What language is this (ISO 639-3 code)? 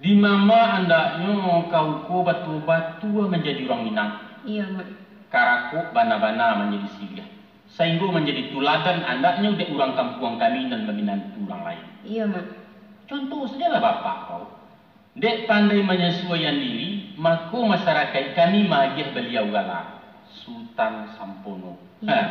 min